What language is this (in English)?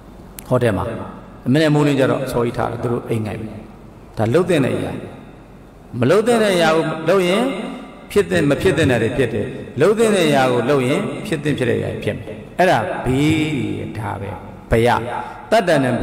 Burmese